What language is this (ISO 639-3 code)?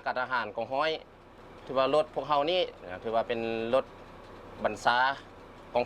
lao